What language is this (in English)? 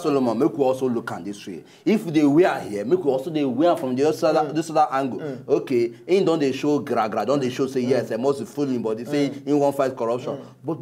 Nigerian Pidgin